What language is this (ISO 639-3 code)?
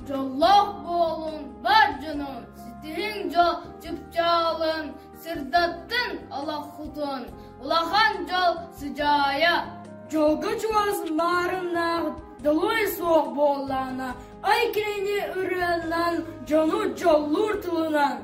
sah